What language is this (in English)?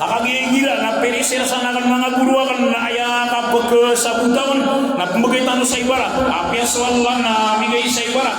Maranao